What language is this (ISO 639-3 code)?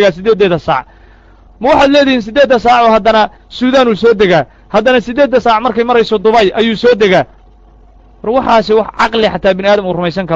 som